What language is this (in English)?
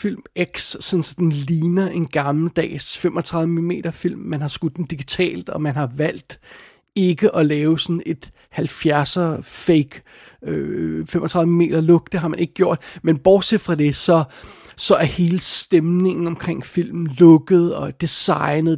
Danish